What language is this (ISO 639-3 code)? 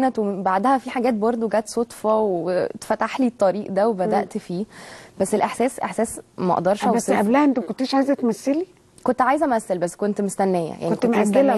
arz